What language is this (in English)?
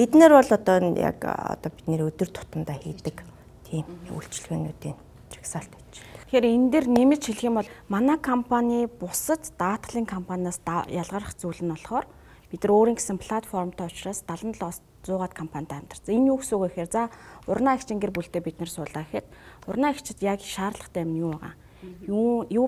Mongolian